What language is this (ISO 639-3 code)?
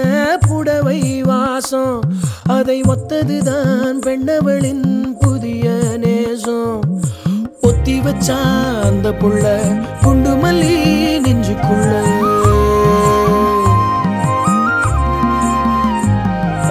tam